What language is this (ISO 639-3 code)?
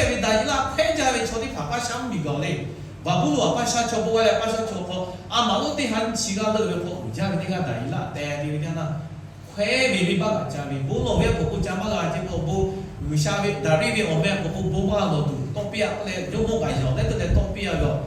lhu